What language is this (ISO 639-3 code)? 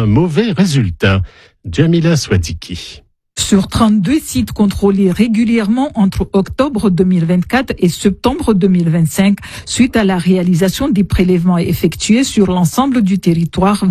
fra